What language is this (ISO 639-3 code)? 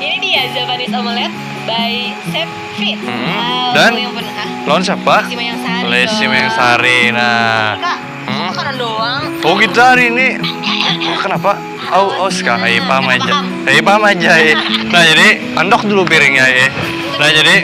bjn